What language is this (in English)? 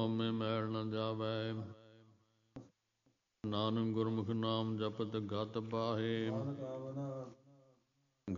Punjabi